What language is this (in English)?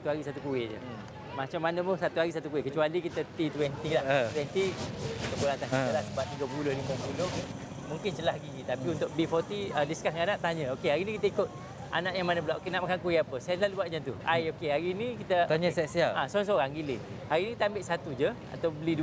Malay